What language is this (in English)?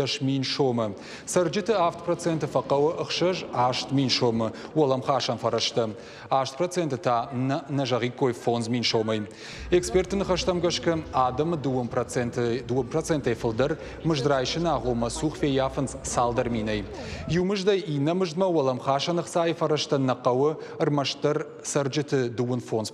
Ossetic